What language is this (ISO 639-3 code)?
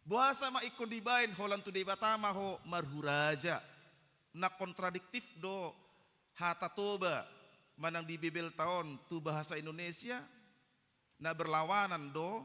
bbc